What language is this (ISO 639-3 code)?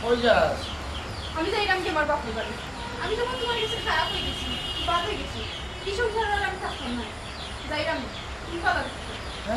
syl